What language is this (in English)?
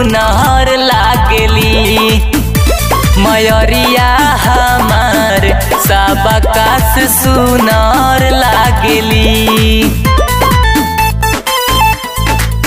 Bhojpuri